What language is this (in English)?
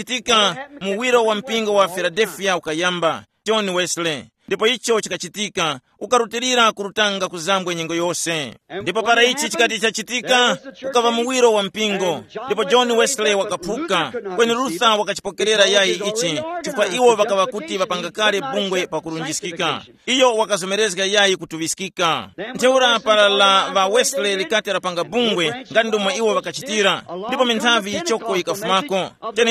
Tumbuka